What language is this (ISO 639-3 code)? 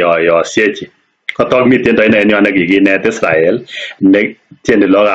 kln